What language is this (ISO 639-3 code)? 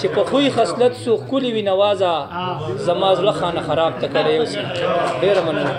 pus